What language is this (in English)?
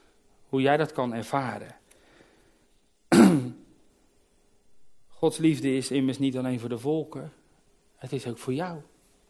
Dutch